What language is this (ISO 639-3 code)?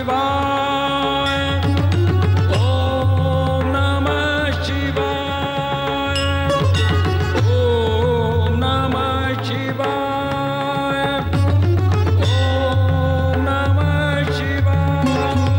hin